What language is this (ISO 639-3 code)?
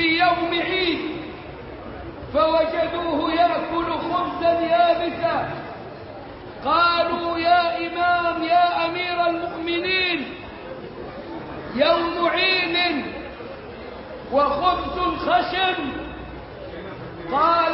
ara